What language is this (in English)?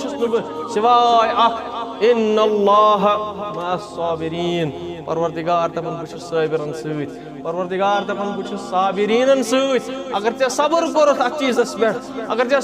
Kashmiri